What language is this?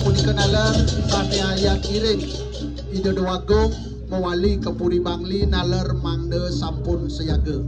Balinese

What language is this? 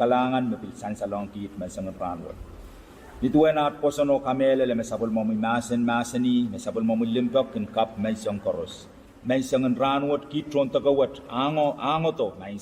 Pohnpeian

